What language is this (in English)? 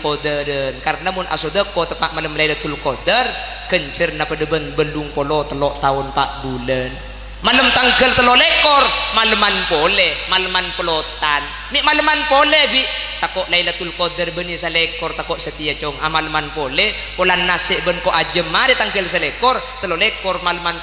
Madurese